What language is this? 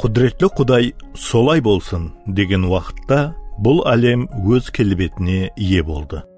Kara-Kalpak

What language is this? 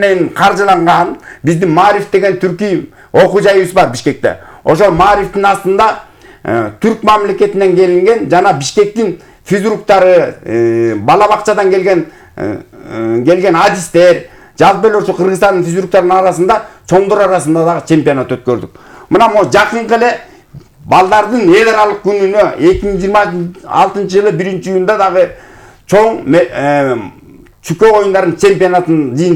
Kyrgyz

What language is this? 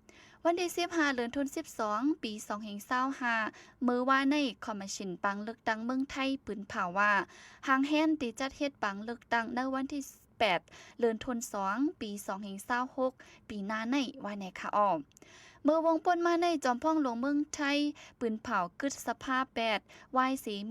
Shan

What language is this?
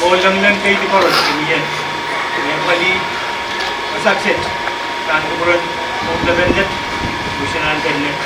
Pohnpeian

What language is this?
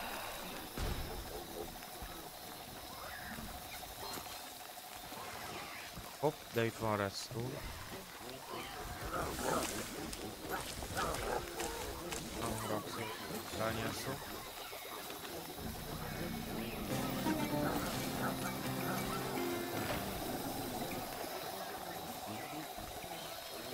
Hungarian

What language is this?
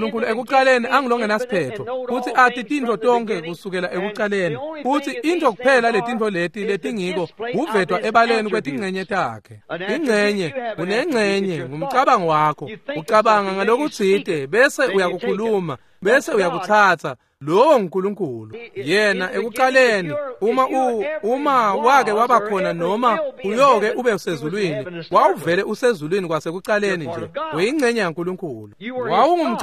Swati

